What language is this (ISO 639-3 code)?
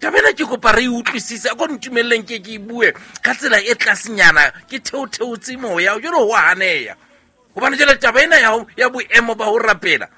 sot